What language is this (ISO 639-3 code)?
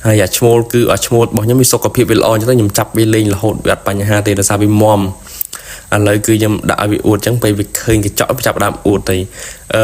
khm